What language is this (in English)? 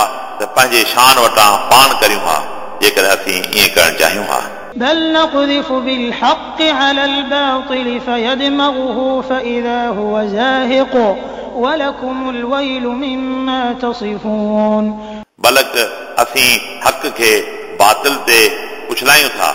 Sindhi